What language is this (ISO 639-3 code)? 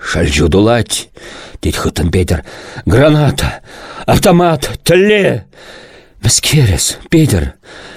chv